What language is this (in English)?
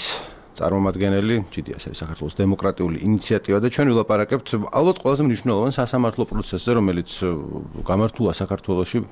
Georgian